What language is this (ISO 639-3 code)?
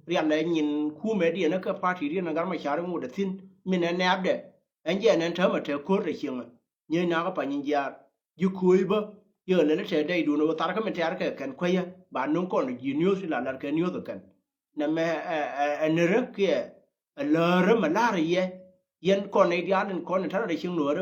nus